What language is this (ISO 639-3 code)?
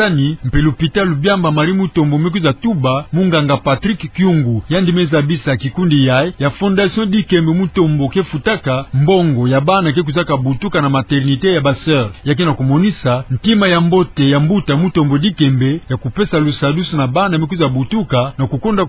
ktu